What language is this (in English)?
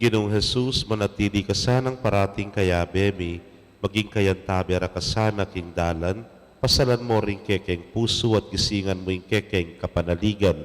Pampanga